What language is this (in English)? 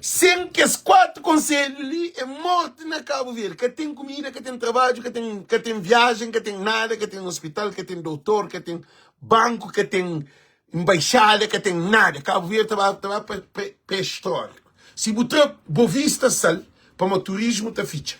Kabuverdianu